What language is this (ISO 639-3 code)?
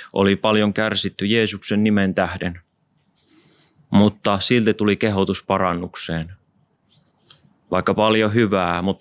fin